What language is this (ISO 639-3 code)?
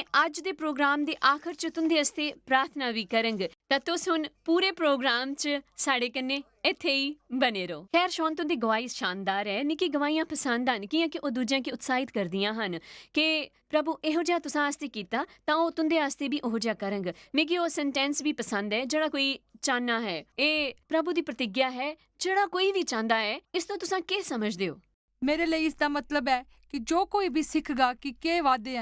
doi